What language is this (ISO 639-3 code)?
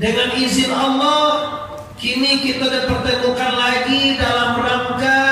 min